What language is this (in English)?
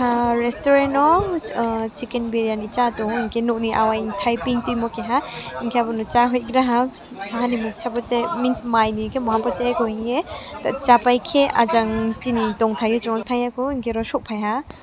Riang (India)